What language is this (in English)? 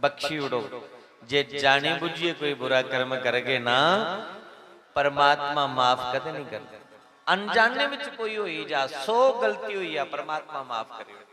Dogri